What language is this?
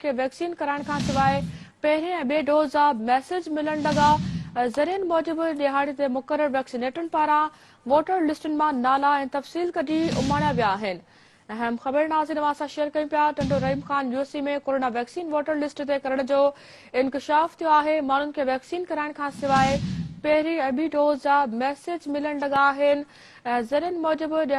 Sindhi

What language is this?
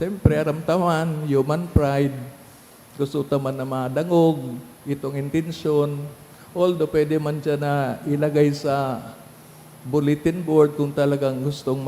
Bikol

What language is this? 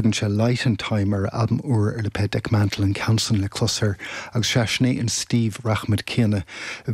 Irish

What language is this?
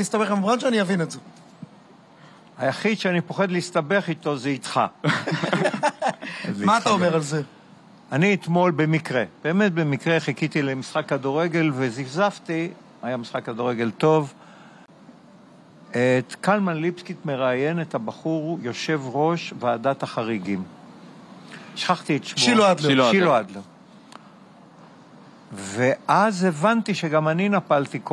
Hebrew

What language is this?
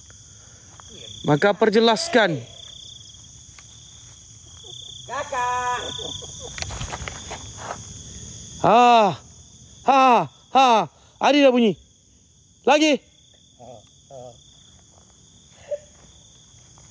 Malay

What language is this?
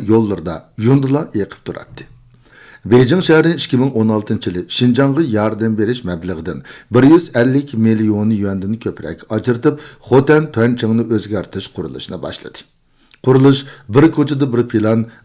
Uyghur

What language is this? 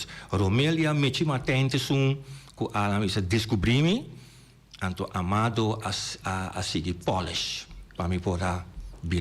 Papiamento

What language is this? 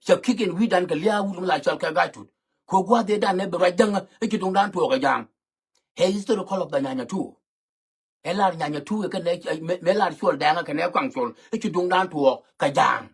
Nuer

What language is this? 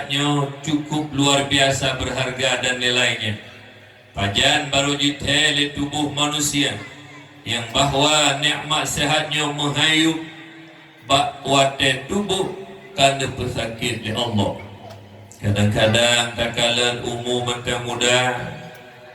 Achinese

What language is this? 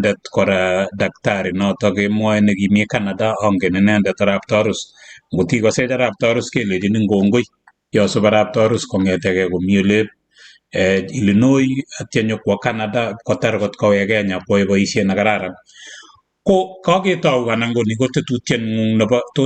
Kalenjin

